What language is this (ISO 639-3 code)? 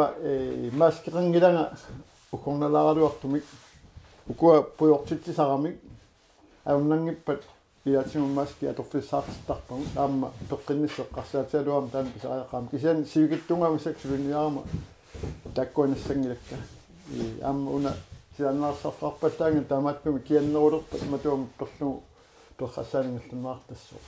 kal